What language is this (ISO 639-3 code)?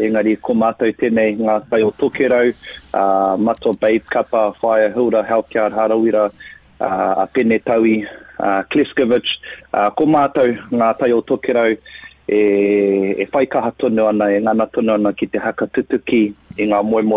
mri